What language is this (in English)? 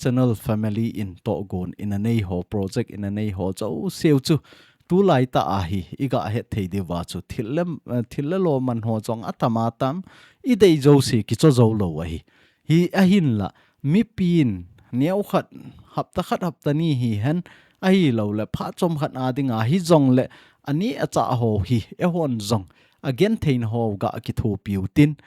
Thado Chin